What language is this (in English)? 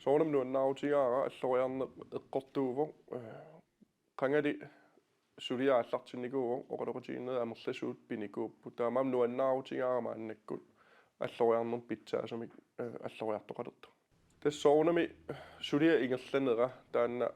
Kalaallisut